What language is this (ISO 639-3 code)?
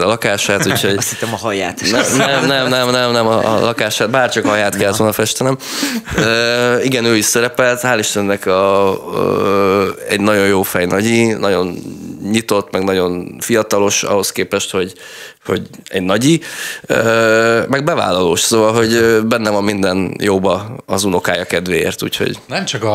hun